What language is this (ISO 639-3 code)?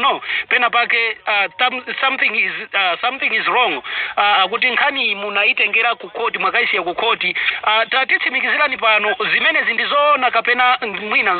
nya